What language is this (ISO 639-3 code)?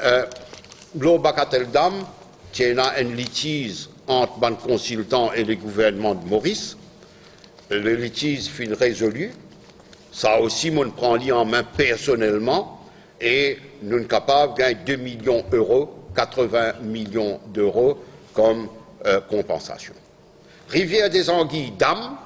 mfe